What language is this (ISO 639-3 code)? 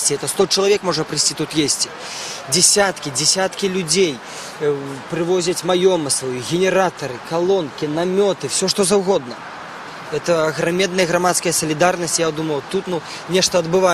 bel